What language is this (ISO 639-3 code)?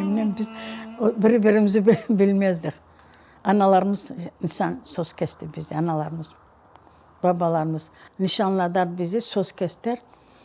crh